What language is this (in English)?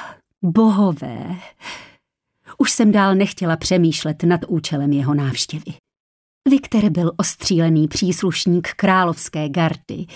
Czech